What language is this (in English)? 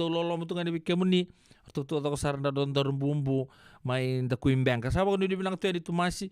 Fijian